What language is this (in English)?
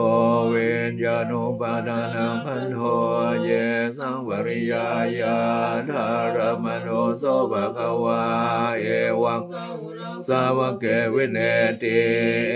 Pali